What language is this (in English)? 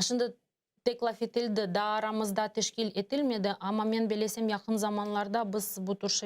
Crimean Tatar